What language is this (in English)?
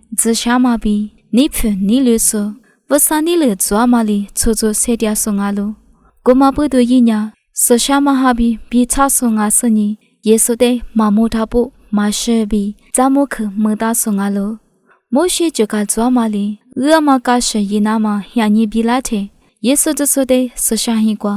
Lisu